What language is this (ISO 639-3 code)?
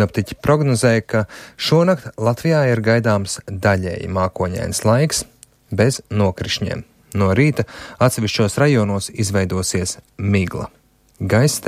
lav